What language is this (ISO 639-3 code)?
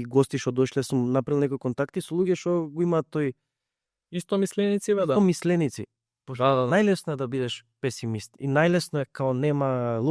mkd